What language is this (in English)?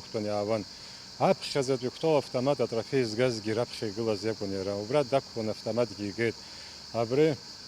Abkhazian